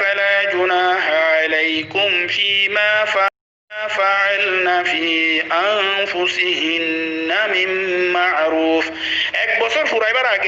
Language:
Rohingya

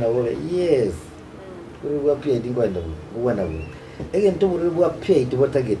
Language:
Gusii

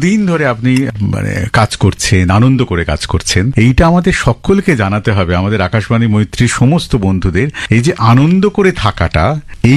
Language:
Bangla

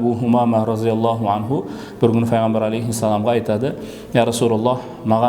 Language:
Kara-Kalpak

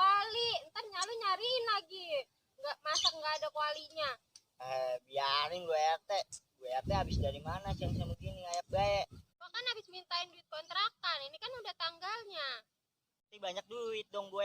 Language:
Betawi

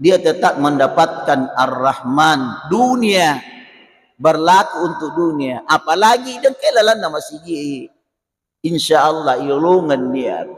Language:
Buginese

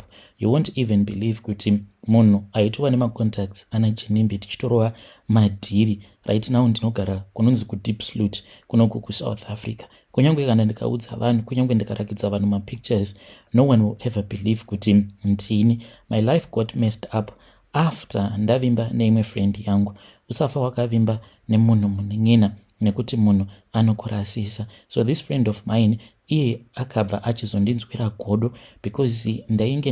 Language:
Shona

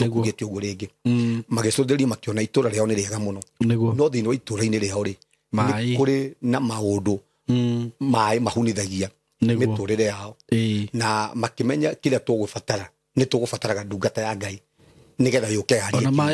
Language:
Kikuyu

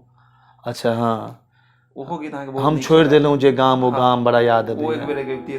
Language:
Maithili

